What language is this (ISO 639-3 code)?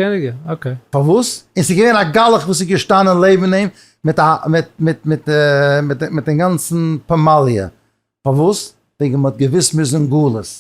yid